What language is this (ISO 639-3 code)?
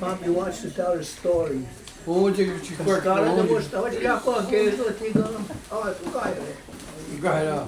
moh